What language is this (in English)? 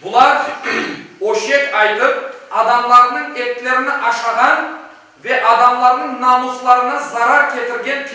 Crimean Tatar